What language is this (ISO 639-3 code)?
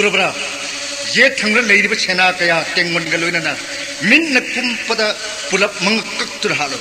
mni